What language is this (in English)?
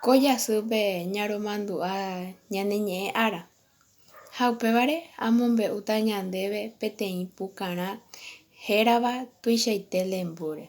Guarani